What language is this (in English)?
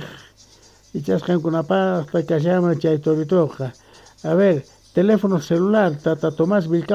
Quechua